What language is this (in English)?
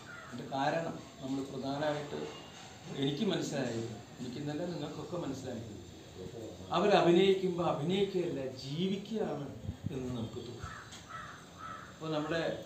Malayalam